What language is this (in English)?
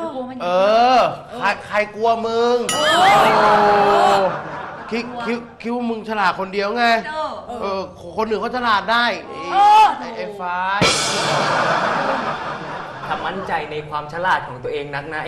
Thai